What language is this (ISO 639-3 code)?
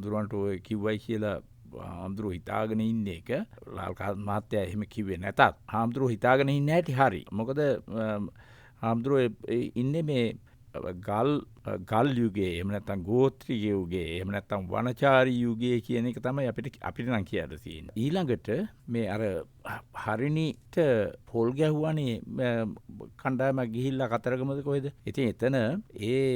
sin